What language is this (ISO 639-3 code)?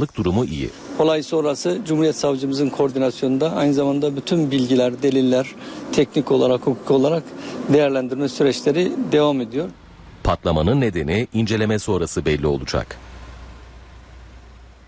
tur